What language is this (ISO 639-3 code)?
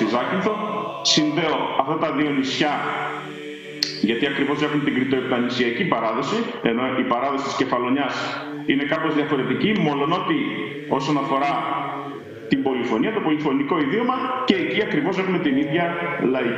ell